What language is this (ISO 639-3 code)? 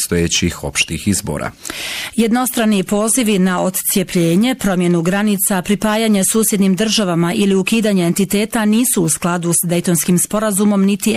bos